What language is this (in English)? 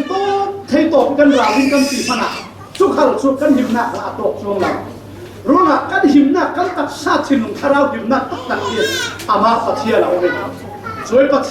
Falam Chin